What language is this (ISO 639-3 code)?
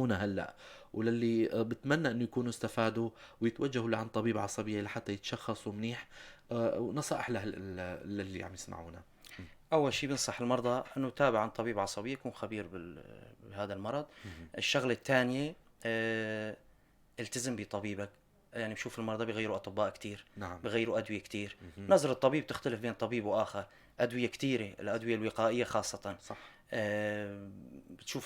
apc